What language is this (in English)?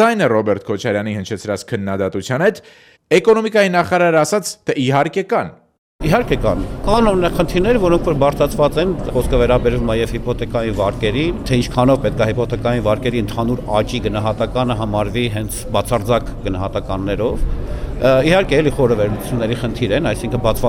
Armenian